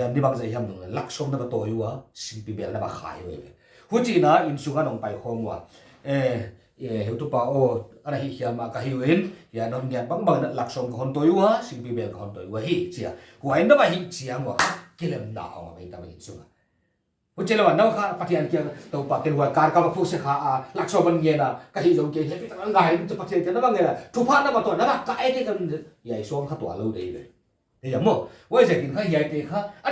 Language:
Paite Chin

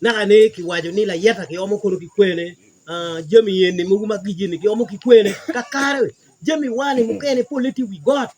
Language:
Acoli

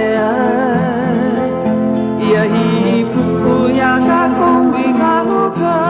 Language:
Hawaiian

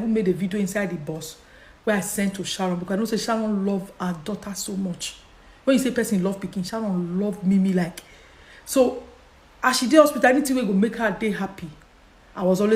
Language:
Nigerian Pidgin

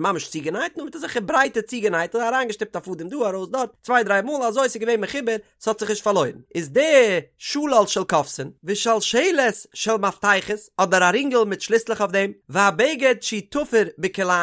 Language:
Yiddish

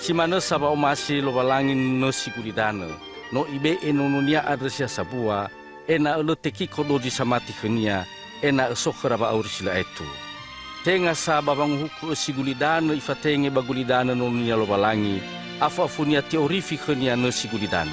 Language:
Nias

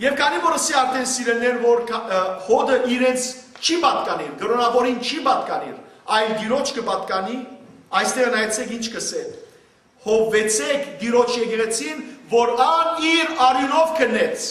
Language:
Western Armenian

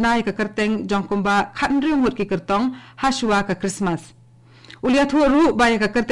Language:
Khasi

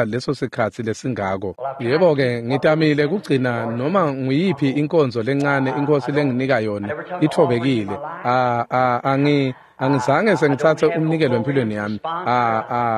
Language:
Swati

